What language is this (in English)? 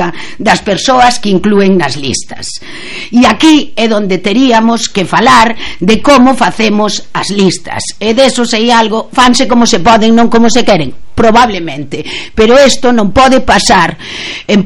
Galician